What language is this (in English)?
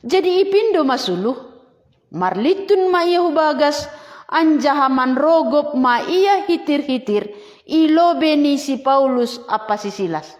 Batak Simalungun